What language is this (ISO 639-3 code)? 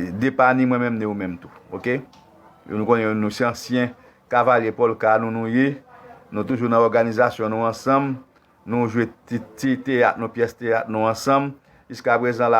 hat